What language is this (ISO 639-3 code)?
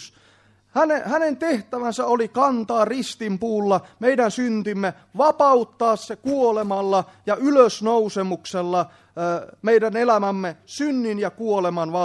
fin